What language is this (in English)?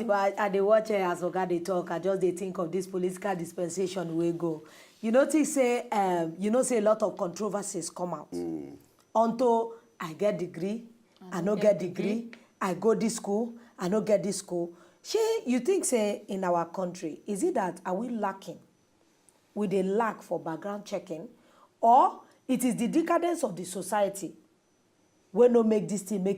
Nigerian Pidgin